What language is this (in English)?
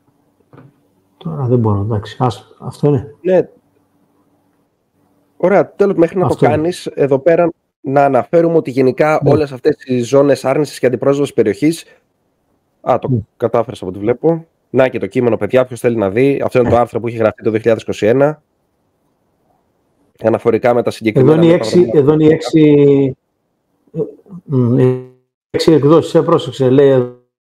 Greek